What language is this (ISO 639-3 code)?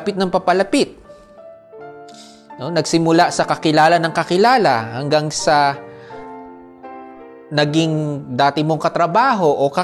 fil